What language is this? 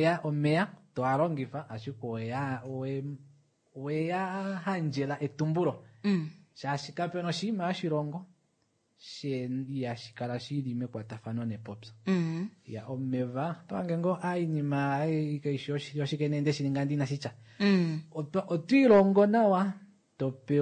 Kuanyama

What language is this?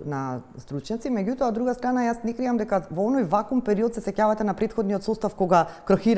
Macedonian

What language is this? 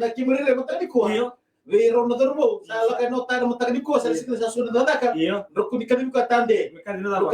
Fijian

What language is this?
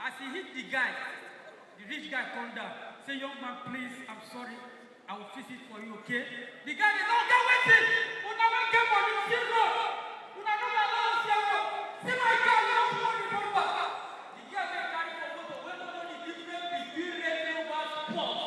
Nigerian Pidgin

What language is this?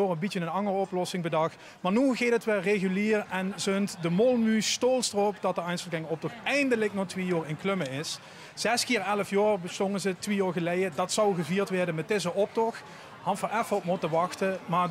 Limburgish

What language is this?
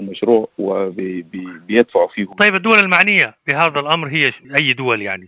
Sudanese Arabic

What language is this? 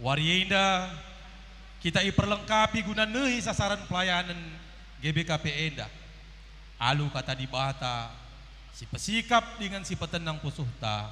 Batak Karo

